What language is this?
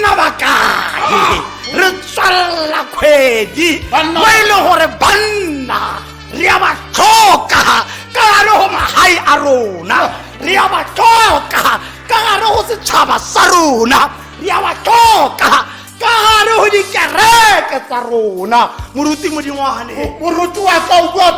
Tswana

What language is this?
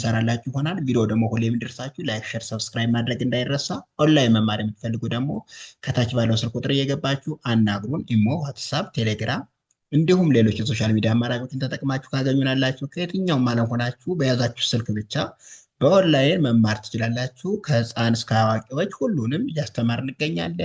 Amharic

